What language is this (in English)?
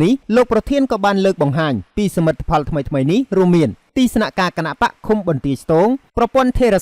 Khmer